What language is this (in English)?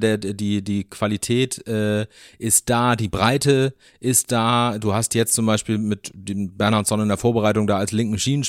German